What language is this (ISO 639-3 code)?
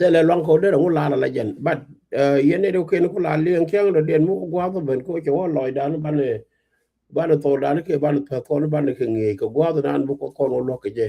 nus